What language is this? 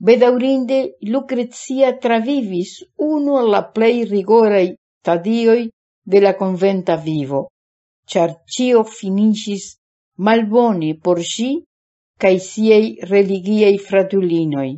Esperanto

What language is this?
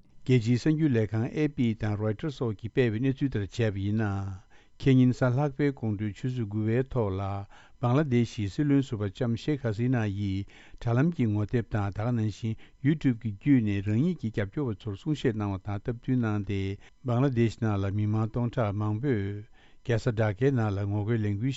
Tibetan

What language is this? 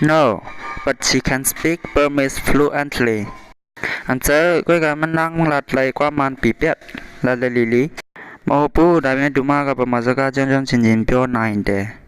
Shan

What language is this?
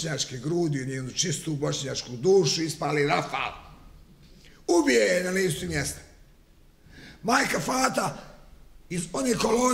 Bosnian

